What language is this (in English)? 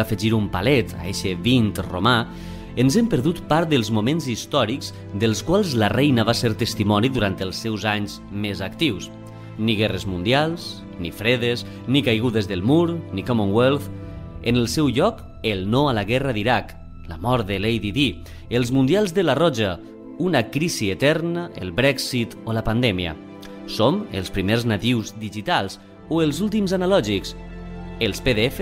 Catalan